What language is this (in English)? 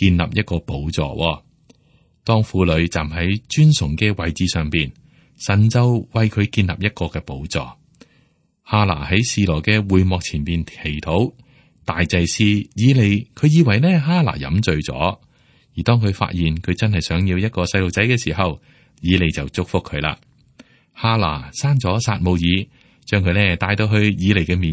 Cantonese